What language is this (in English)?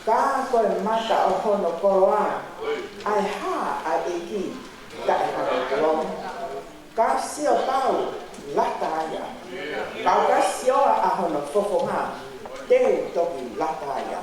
Tongan